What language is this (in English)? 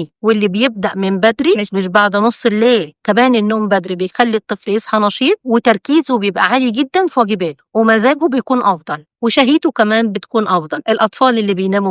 Egyptian Arabic